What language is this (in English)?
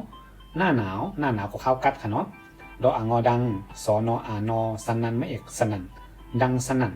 Shan